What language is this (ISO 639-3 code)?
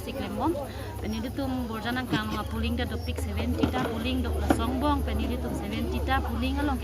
mjw